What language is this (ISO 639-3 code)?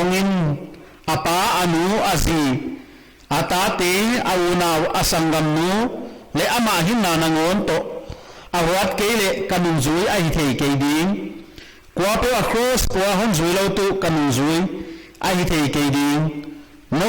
pck